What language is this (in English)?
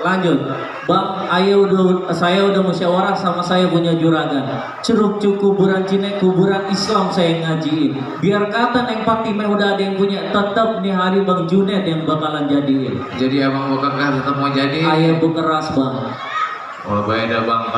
Betawi